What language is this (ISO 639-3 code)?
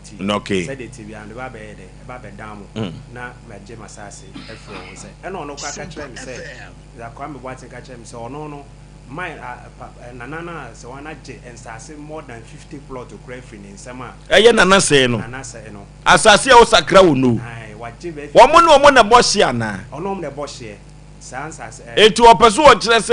aka